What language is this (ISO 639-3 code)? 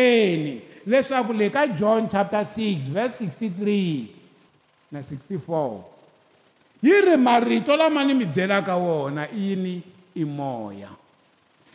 tso